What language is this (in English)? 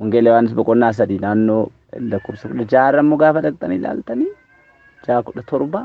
Oromo